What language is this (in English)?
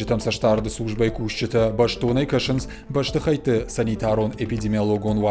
Ossetic